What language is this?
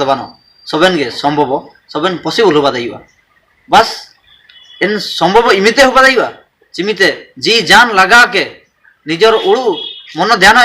Ho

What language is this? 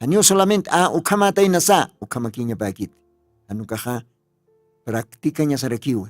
Aymara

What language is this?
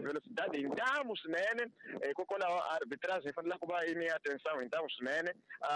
Tsonga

